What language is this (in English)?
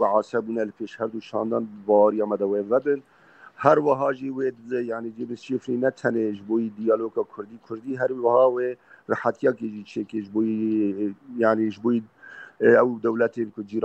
Kurdish